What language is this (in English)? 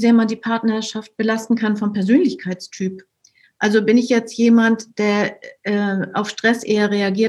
German